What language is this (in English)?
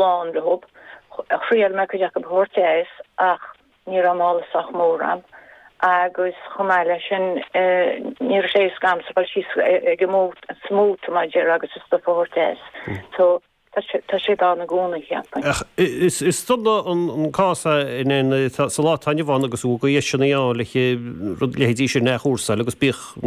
Irish